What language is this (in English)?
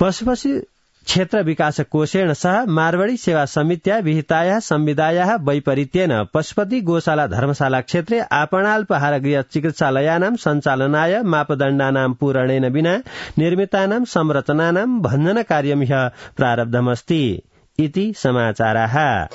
Sanskrit